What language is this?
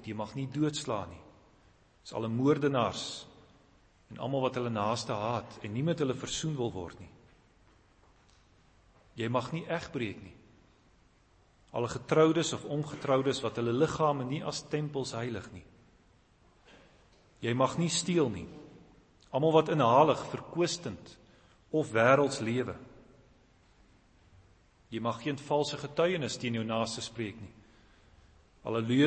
Afrikaans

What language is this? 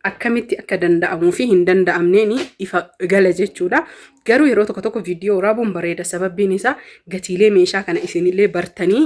Oromo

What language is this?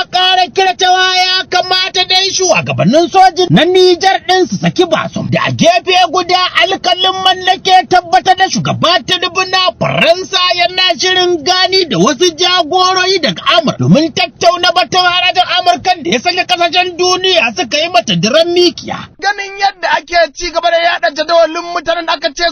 Hausa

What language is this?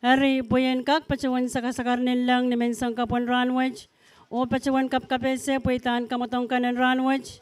Pohnpeian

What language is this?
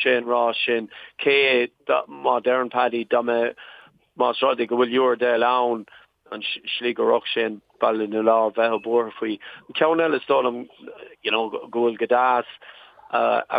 Irish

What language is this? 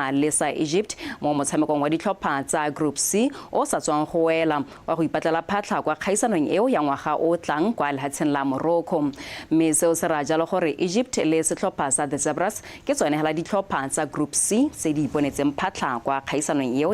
Tswana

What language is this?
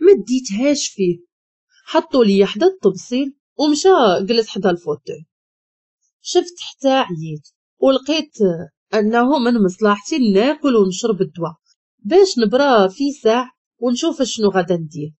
Moroccan Arabic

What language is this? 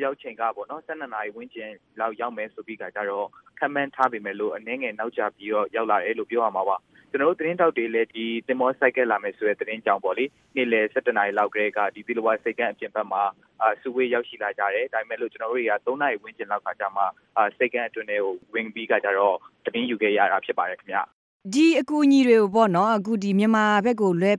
Burmese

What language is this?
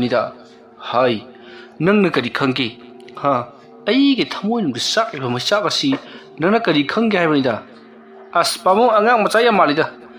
Manipuri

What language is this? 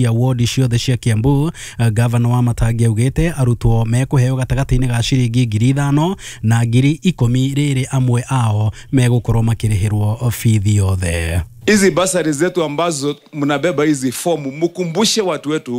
Kikuyu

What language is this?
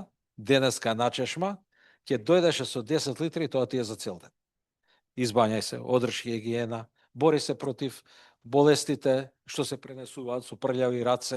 Macedonian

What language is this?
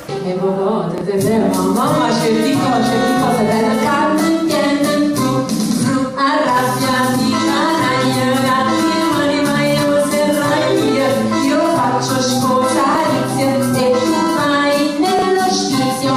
Neapolitan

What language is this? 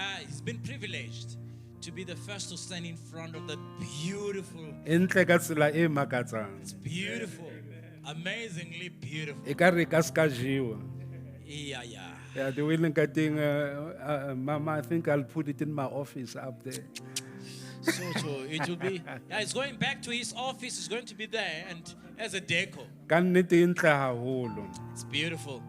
Southern Sotho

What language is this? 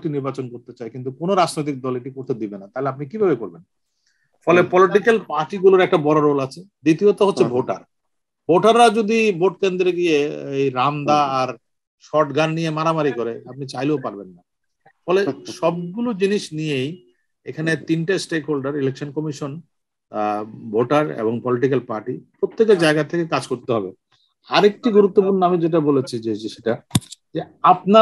Bangla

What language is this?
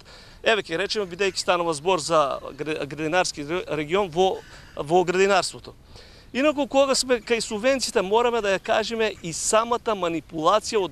Macedonian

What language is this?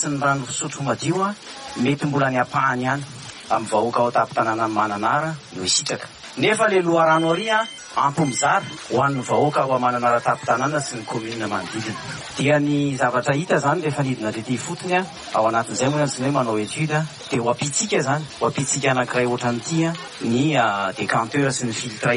Malagasy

